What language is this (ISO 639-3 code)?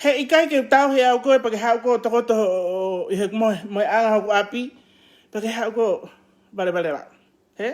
ton